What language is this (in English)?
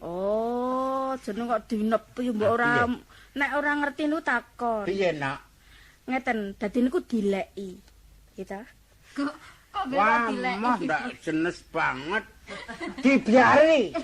Javanese